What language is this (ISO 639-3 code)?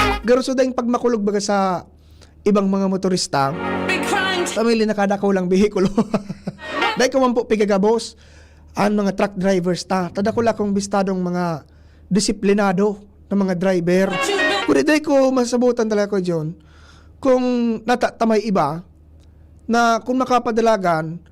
bik